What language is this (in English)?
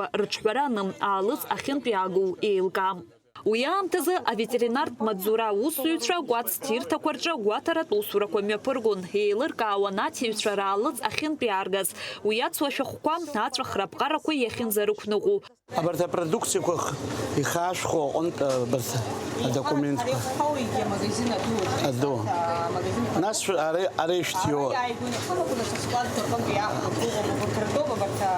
Abkhazian